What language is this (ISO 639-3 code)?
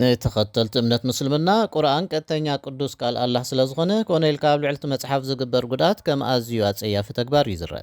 tir